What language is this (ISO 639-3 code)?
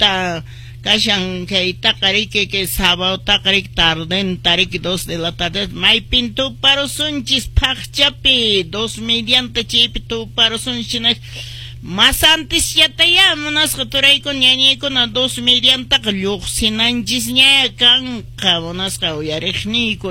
que